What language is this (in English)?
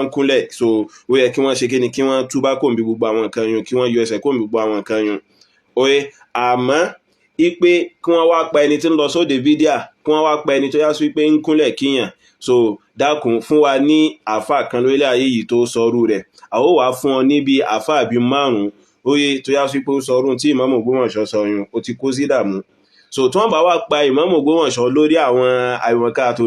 Yoruba